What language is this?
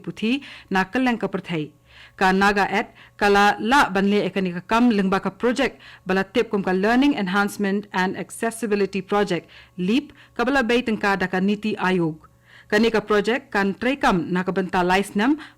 Khasi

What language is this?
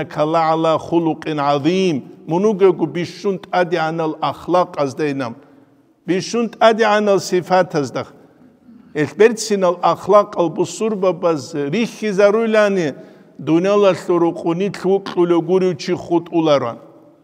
Avaric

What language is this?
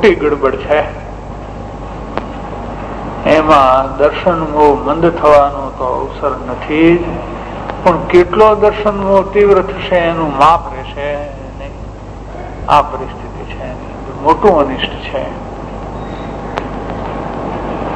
Gujarati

